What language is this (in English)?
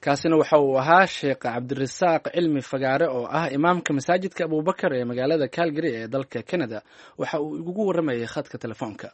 Somali